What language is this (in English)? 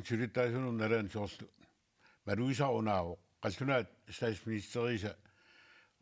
Kalaallisut